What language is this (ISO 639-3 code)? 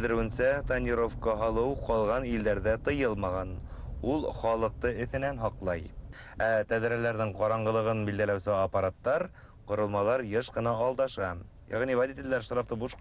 bak